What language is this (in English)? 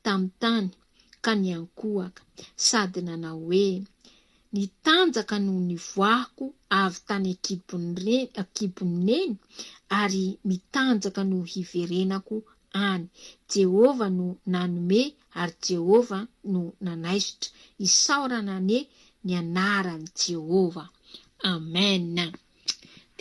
Malagasy